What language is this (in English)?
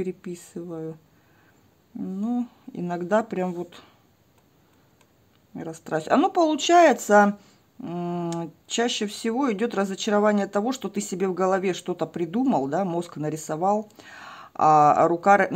Russian